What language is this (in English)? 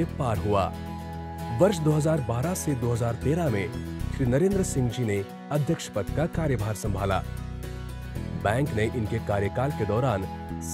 Hindi